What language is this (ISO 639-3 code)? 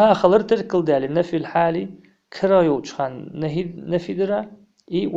inh